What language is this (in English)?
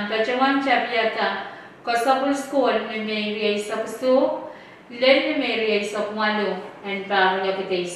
Pohnpeian